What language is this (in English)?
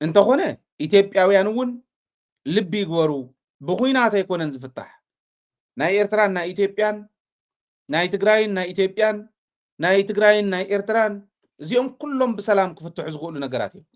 Tigrinya